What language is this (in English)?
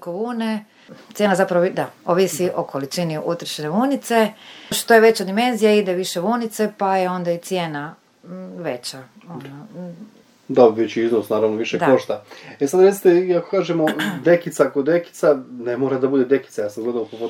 Serbian